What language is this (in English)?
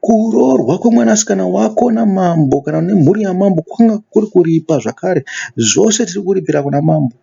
Shona